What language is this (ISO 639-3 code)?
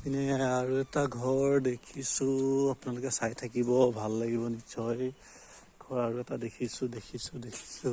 asm